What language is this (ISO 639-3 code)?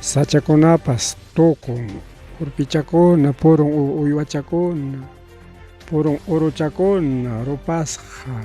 quy